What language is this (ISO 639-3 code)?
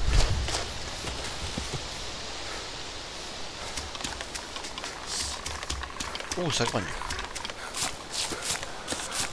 fra